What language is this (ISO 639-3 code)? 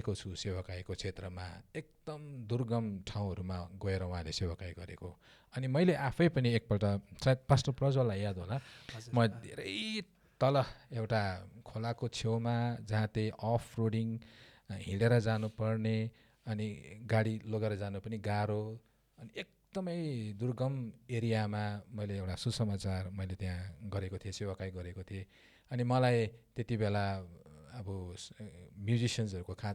nep